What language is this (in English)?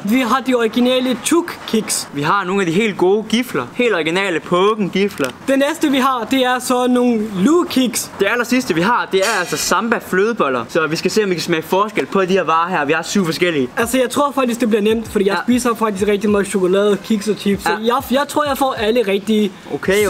Danish